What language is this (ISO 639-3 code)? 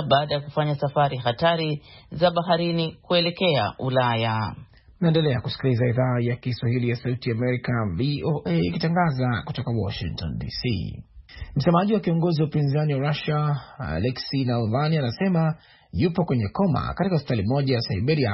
swa